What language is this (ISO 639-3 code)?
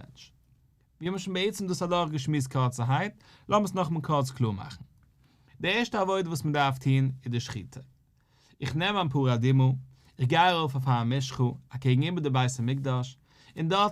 yid